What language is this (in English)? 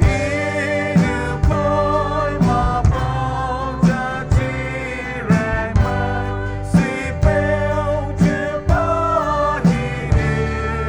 Poumei Naga